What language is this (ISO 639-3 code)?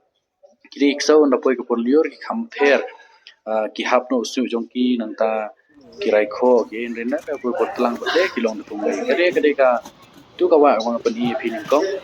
kha